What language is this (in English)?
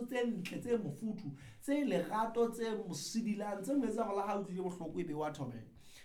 Southern Sotho